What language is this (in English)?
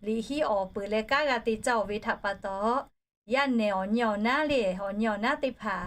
Lahu